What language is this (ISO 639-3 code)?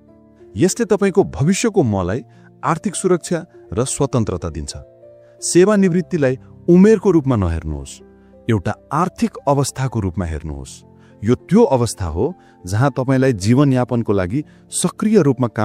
nep